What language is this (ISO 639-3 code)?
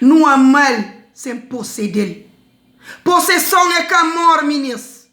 kea